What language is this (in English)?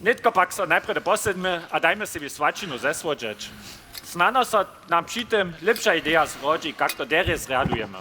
Upper Sorbian